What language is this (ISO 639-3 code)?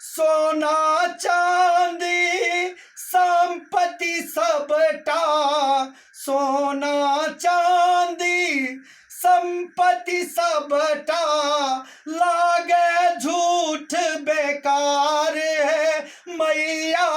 mai